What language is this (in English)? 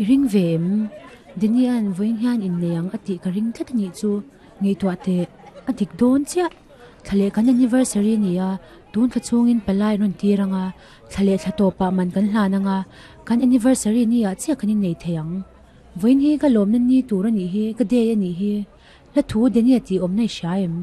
Mizo